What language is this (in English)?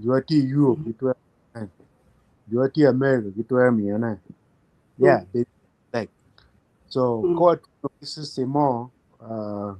Acoli